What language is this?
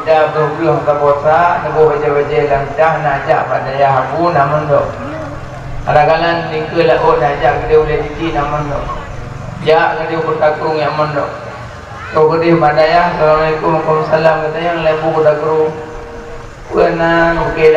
Achinese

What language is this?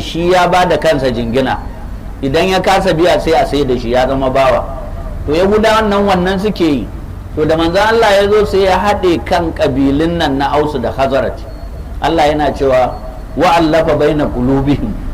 Hausa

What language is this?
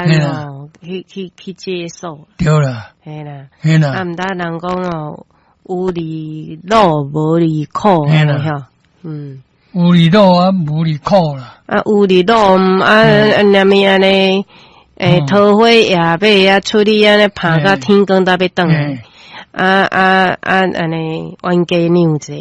Min Nan Chinese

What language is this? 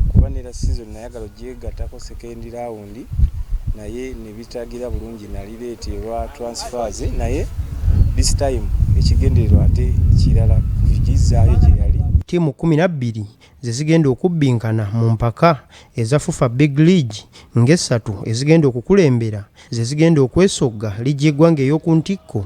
Ganda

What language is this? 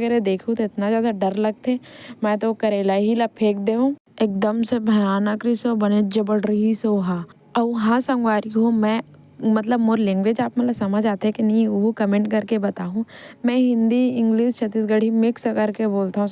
Chhattisgarhi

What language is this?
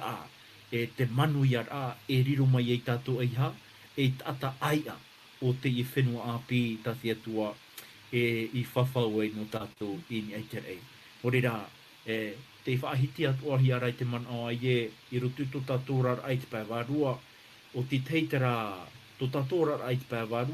Tahitian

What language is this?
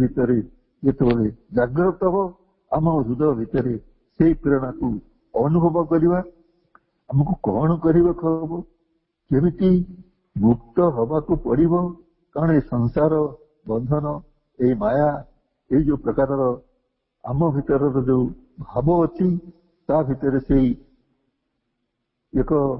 Odia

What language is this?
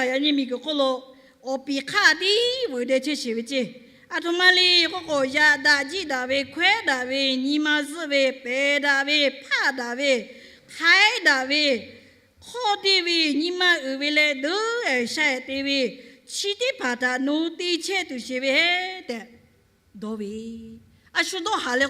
Lahu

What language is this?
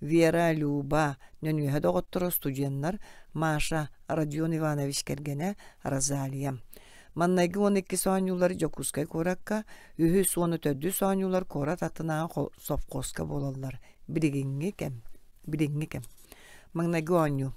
Yakut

